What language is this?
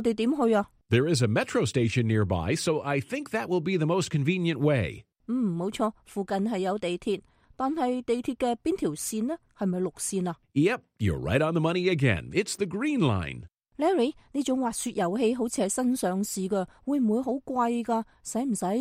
Cantonese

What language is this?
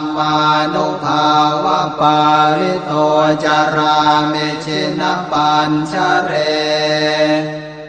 Pali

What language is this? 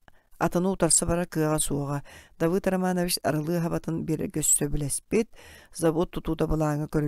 Yakut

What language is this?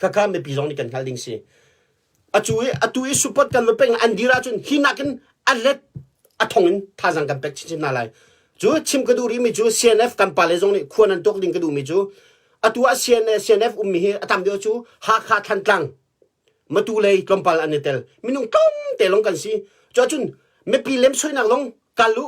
Hakha Chin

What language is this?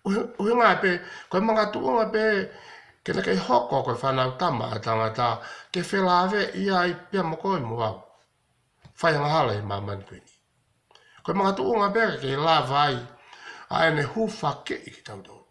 Tongan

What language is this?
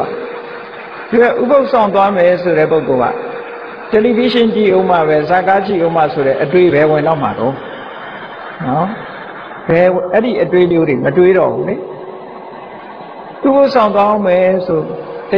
Burmese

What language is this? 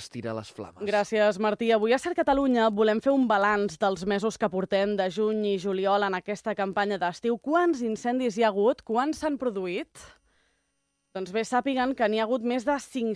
Catalan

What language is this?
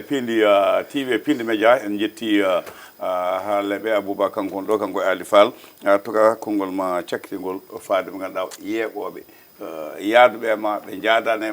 Fula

